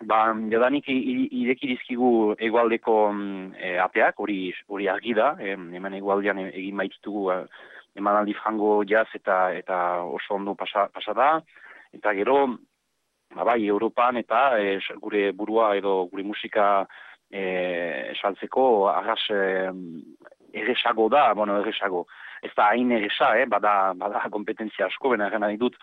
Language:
Basque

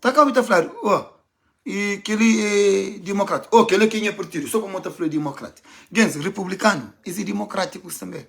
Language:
Kabuverdianu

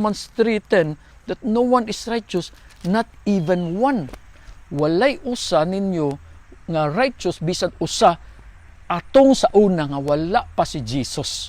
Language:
Cebuano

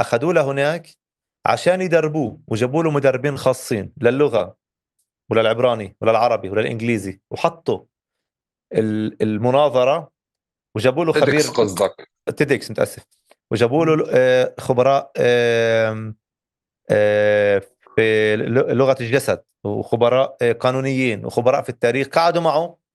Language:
North Levantine Arabic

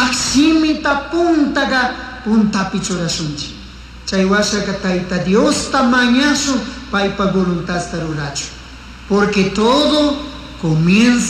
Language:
Chimborazo Highland Quichua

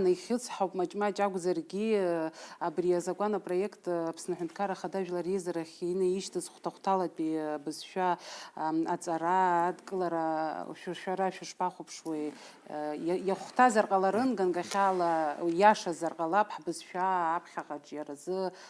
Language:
Abkhazian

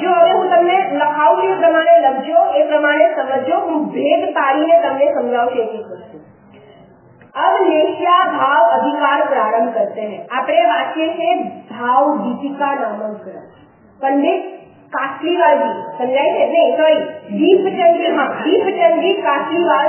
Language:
Gujarati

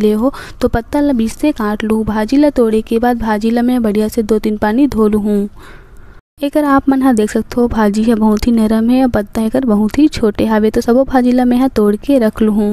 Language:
Chhattisgarhi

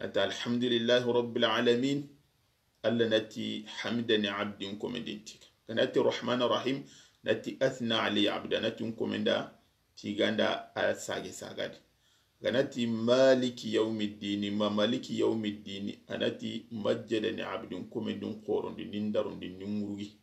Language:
Soninke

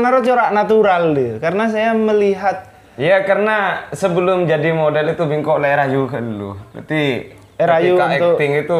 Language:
Madurese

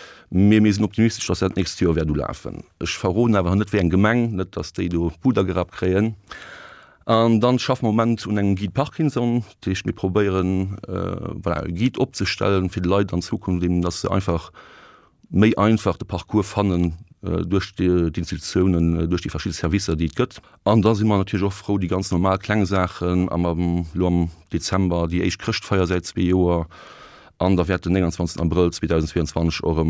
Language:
Luxembourgish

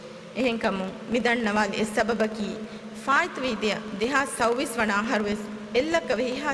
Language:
Divehi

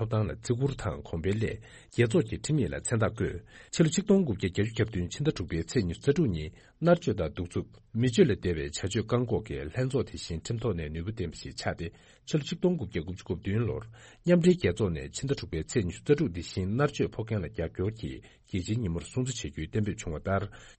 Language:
Tibetan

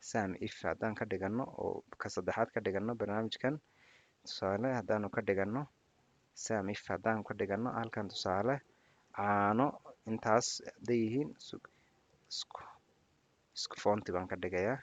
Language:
Somali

